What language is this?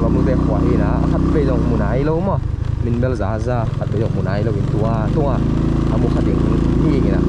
Tedim Chin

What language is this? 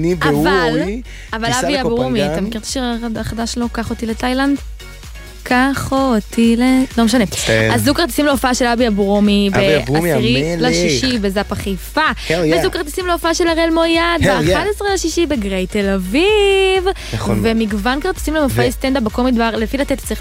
Hebrew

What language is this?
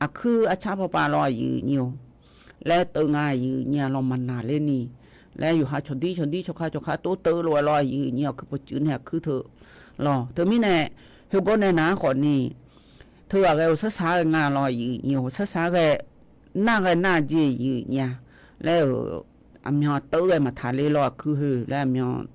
Akha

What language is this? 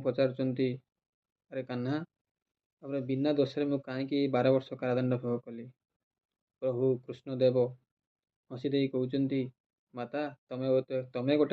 Odia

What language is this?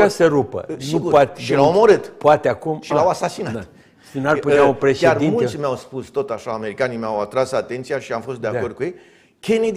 Romanian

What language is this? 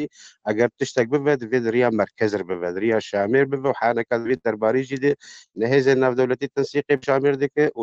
Kurdish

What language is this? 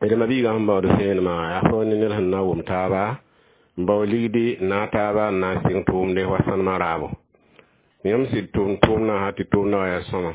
Mossi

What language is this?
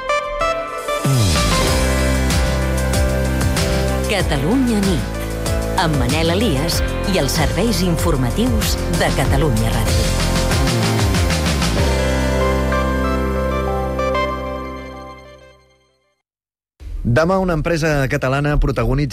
Catalan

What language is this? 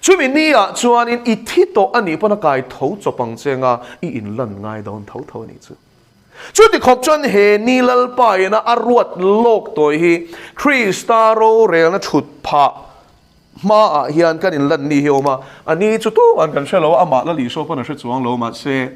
Mizo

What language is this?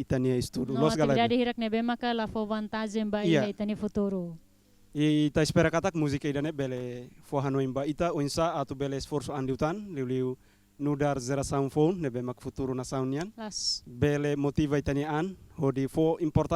Tetum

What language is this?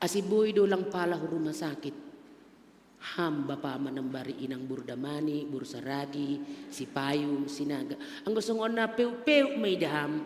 Batak Simalungun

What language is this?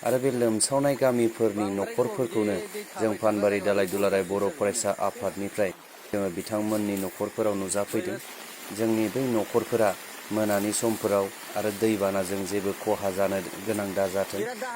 Bodo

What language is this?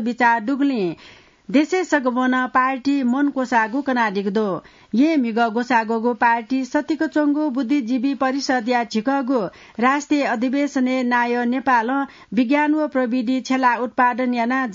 Newari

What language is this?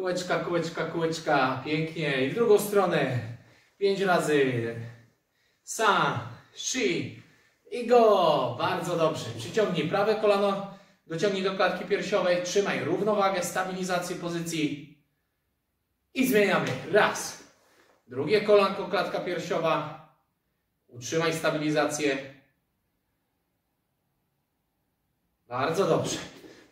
Polish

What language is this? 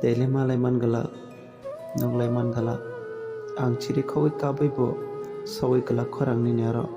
Kok Borok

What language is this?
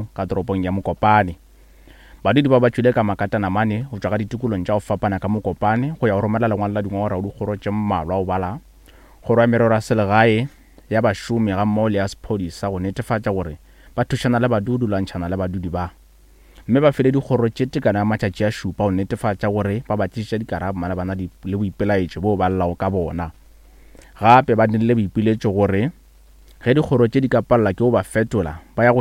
Northern Sotho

